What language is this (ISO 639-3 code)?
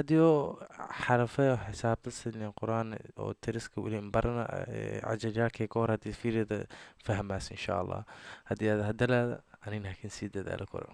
som